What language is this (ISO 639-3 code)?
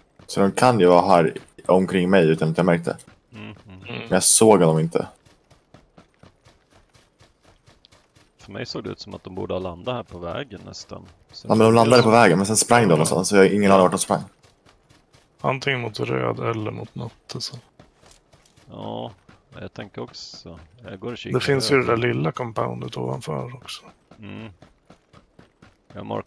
swe